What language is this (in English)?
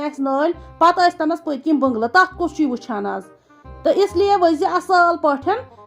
Kashmiri